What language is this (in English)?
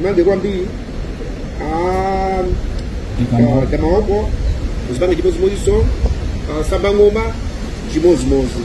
Nyanja